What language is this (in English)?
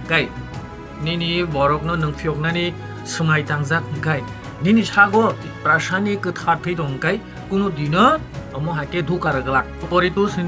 Kok Borok